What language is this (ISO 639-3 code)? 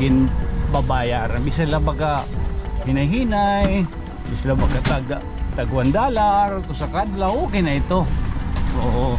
war